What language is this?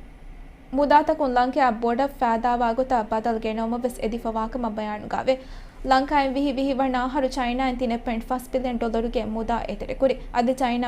Divehi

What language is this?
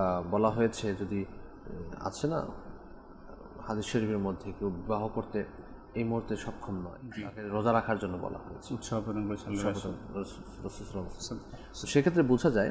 Bangla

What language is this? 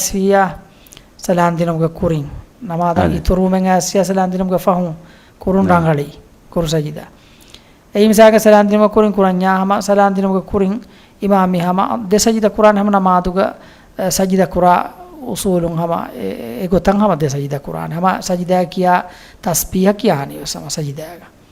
Divehi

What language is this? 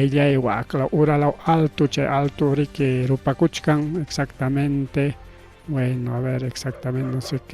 Ayacucho Quechua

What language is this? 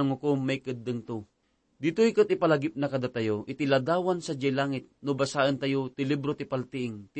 Iloko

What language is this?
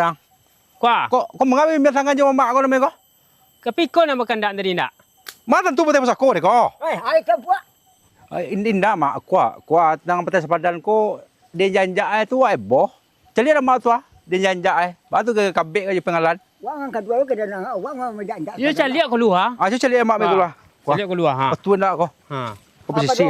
Minangkabau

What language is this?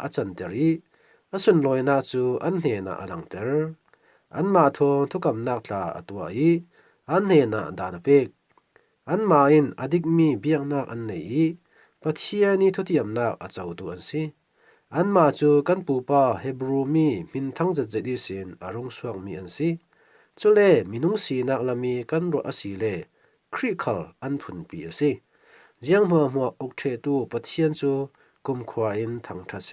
Falam Chin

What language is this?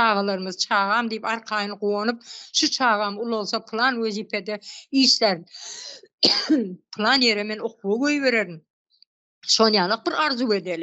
Turkmen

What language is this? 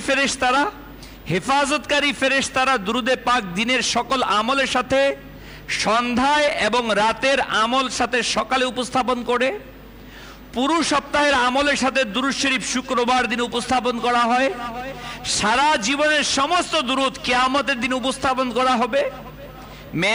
Bangla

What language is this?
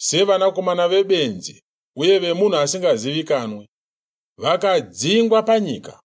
Shona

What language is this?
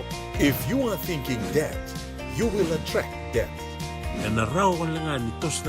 Fijian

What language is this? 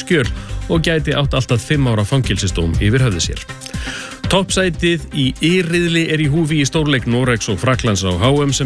Icelandic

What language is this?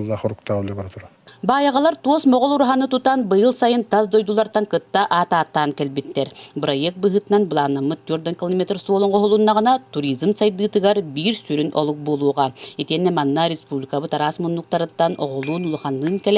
Yakut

